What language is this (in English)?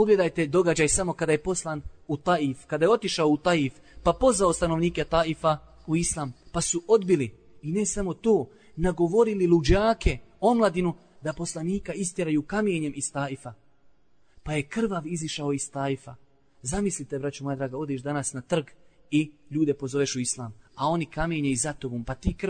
Bosnian